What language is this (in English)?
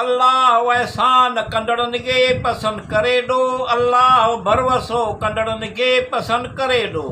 Sindhi